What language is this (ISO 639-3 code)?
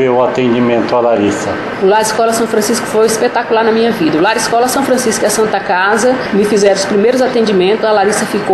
por